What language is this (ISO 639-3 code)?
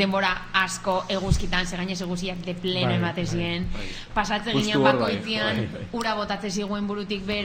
eus